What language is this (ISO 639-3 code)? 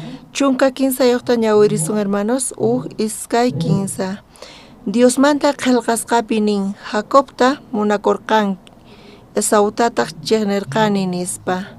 quh